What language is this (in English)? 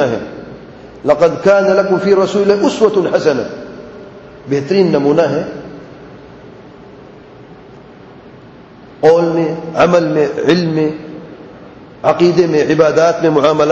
Urdu